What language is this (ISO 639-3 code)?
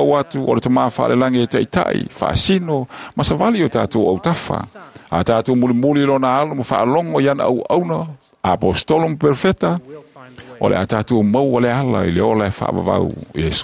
smo